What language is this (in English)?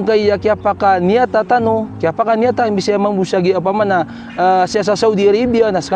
Maranao